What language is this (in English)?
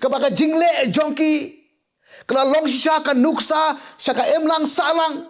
Khasi